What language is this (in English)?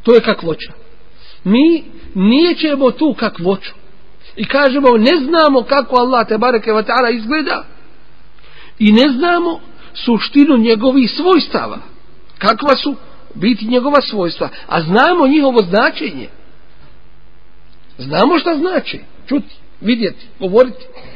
Bosnian